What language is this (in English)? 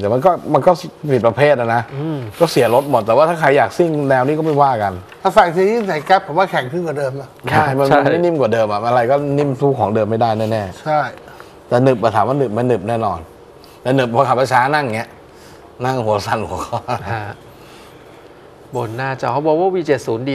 Thai